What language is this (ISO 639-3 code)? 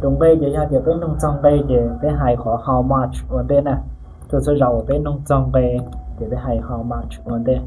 hmn